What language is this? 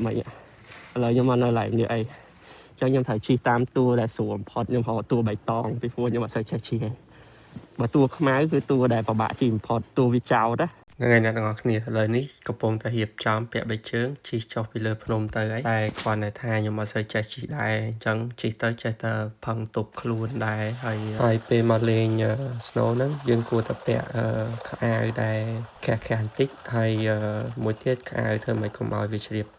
Khmer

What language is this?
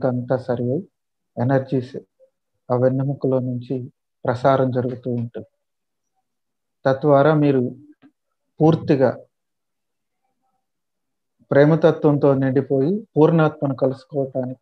Telugu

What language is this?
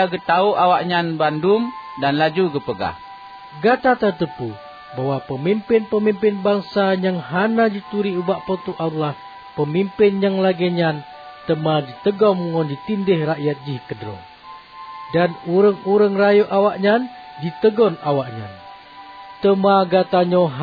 Achinese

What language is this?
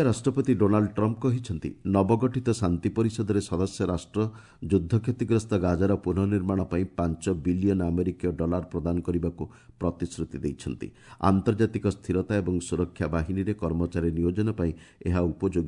Odia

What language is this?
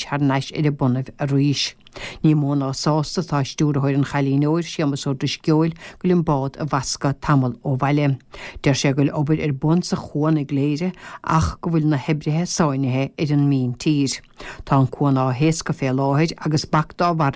Irish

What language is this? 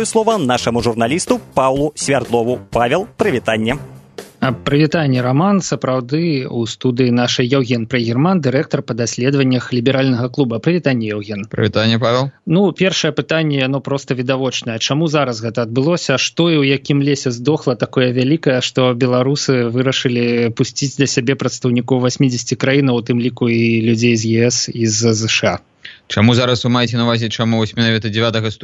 Belarusian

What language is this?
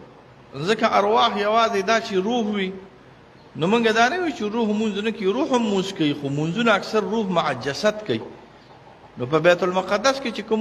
Pashto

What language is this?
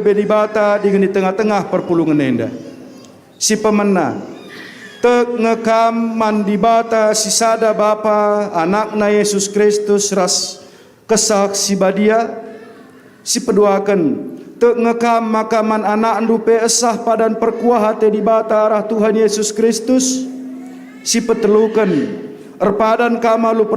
Batak Karo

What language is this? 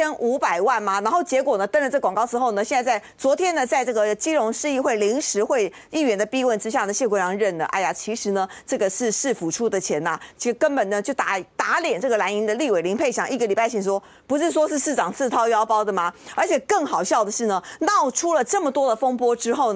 Chinese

